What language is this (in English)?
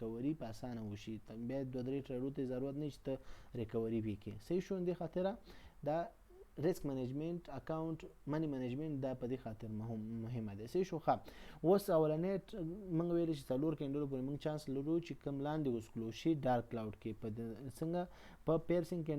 Pashto